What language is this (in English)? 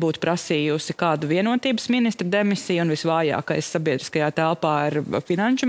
Latvian